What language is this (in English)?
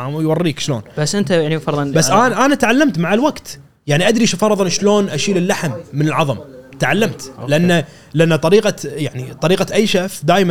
Gulf Arabic